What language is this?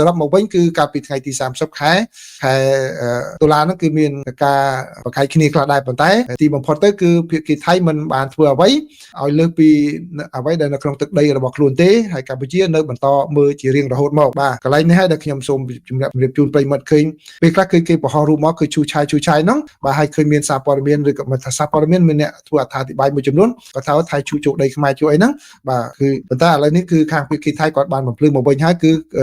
Khmer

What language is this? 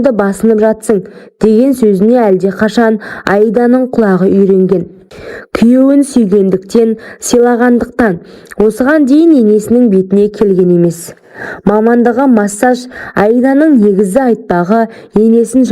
Kazakh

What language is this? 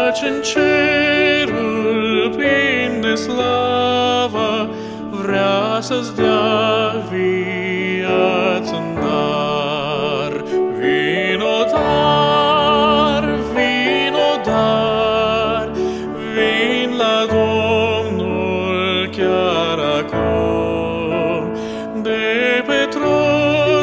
Romanian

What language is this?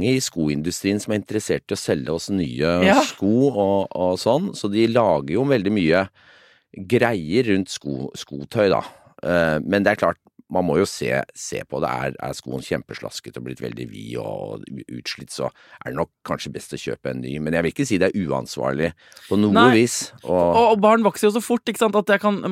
Norwegian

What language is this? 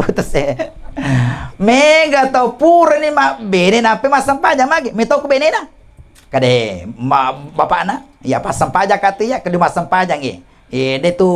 Buginese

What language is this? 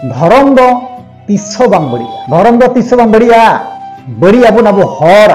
Santali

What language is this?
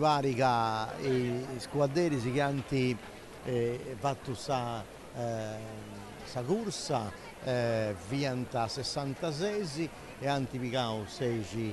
Sardinian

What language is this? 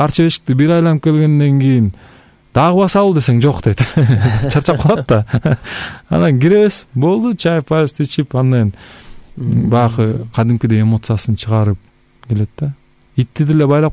Kyrgyz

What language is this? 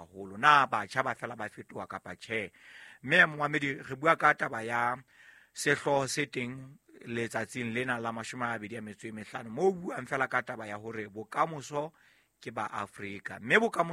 Southern Sotho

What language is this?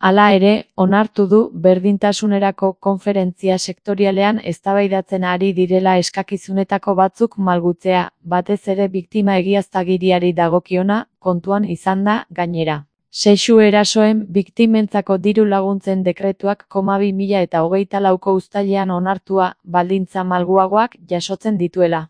Basque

